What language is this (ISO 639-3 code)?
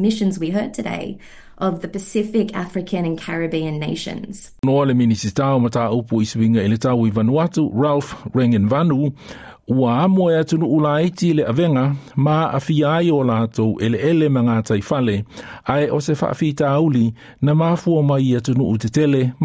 smo